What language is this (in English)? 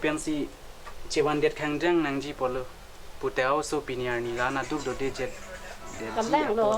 Karbi